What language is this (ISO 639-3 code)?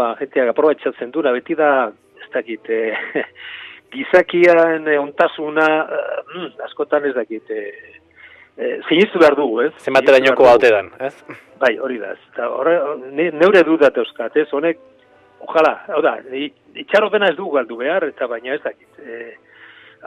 eus